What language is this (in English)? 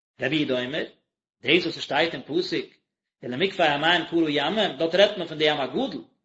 Yiddish